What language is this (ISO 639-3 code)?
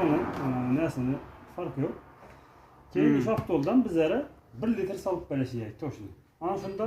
uzb